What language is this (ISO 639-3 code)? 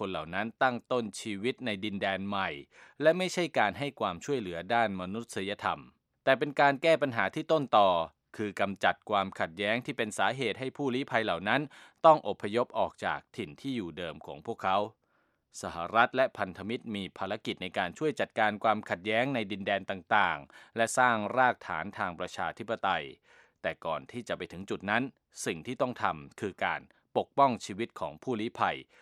tha